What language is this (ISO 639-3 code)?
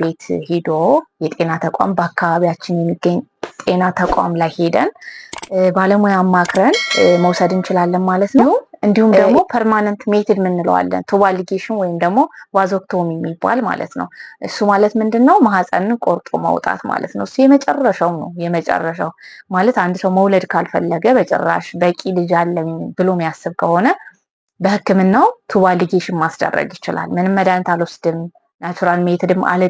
amh